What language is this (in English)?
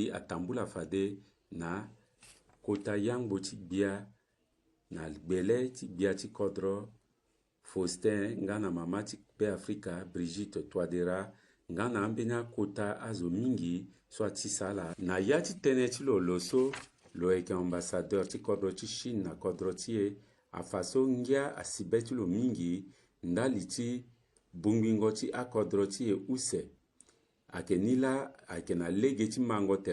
Sango